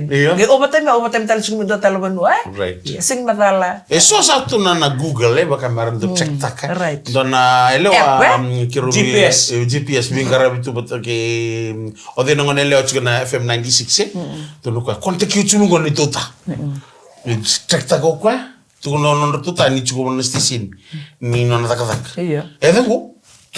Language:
Fijian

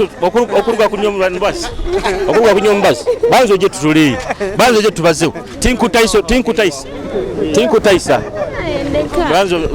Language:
Nyoro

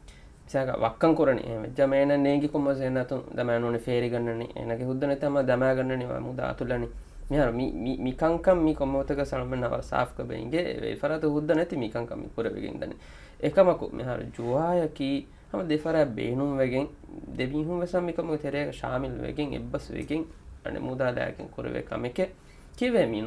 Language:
Divehi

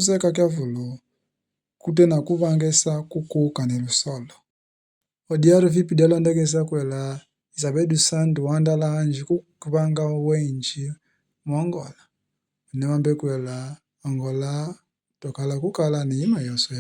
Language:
Kimbundu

